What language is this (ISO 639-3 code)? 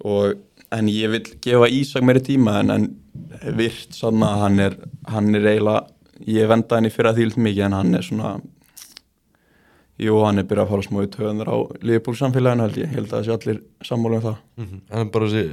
isl